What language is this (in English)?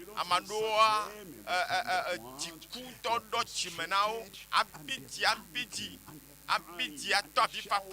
Ewe